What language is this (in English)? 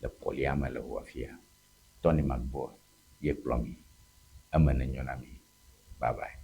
Ewe